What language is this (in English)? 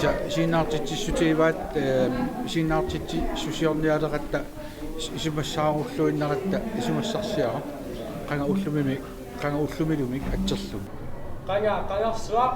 Kalaallisut